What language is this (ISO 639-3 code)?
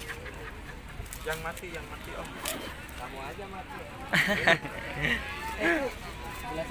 ind